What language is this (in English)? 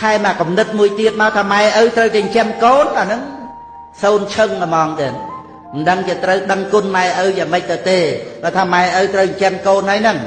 Khmer